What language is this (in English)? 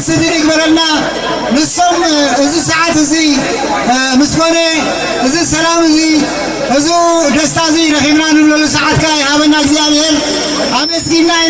Tigrinya